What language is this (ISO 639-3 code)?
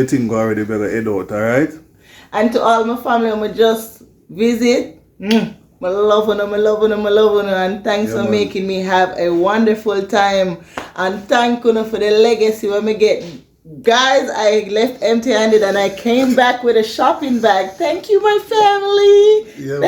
jam